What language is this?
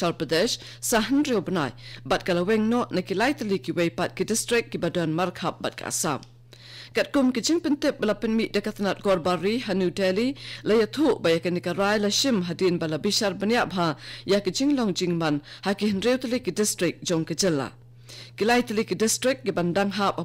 Khasi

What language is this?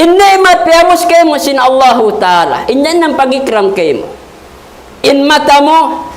Tausug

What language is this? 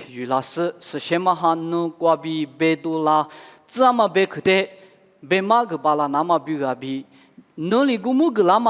Lisu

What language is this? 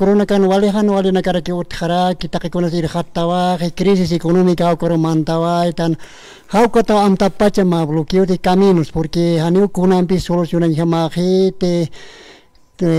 Aymara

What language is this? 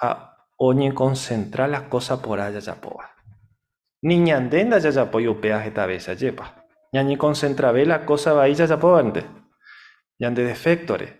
Guarani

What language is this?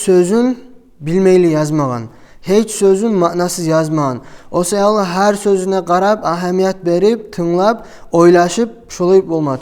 Kumyk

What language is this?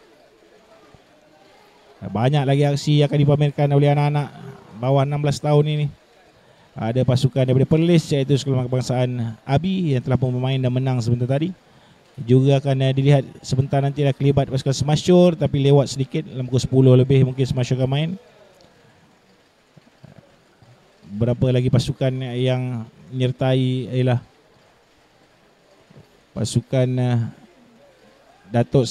Malay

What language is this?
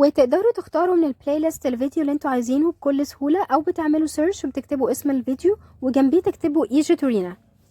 Egyptian Arabic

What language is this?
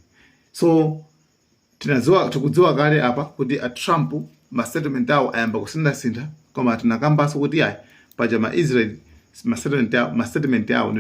Nyanja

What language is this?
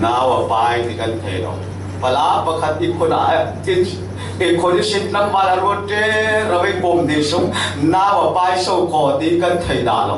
Falam Chin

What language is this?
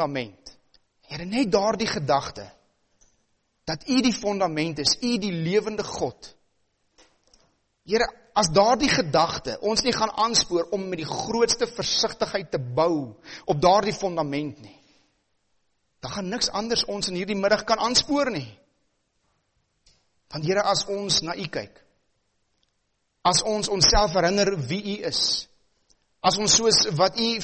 Afrikaans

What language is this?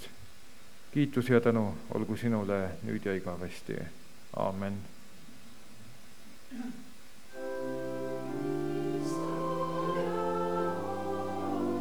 Estonian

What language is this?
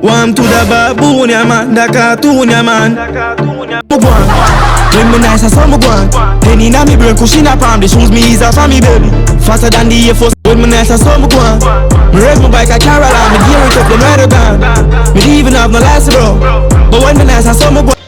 Jamaican Creole English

